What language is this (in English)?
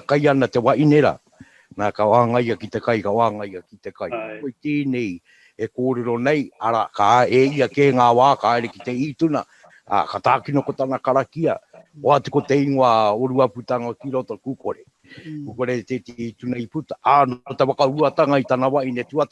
Māori